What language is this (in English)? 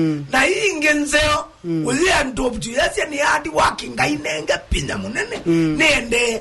Kamba